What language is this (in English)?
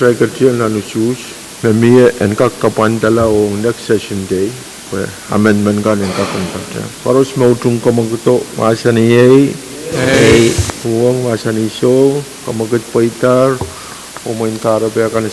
Pohnpeian